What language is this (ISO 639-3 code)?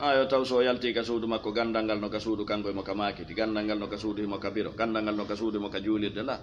ful